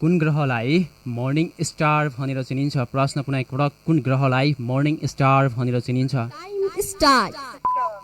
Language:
Nepali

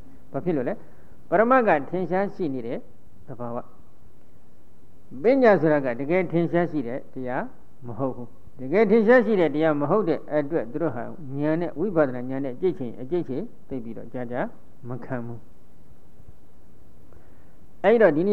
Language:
Burmese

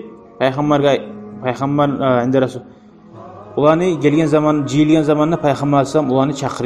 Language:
Kumyk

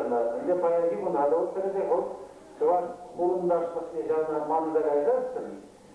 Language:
Chuvash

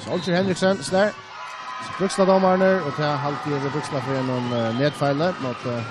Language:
Faroese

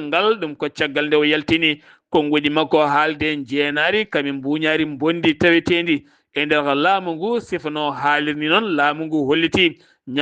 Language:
Fula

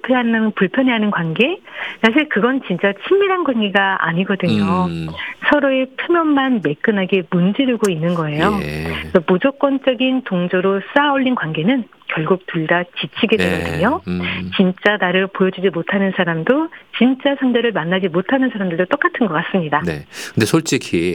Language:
Korean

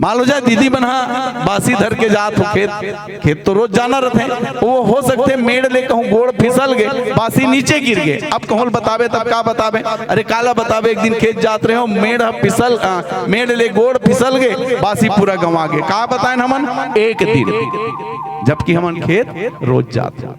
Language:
Chhattisgarhi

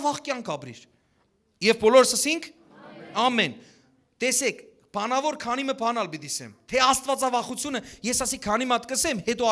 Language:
Western Armenian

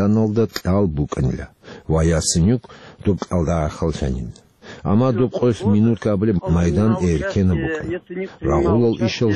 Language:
Avaric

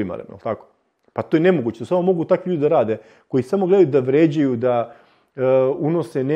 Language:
Serbian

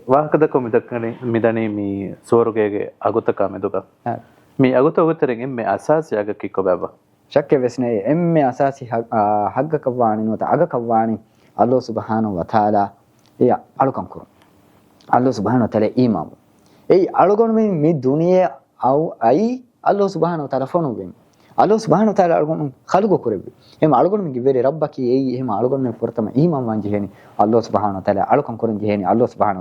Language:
Divehi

